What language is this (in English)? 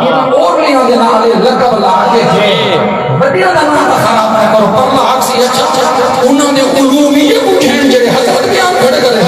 Saraiki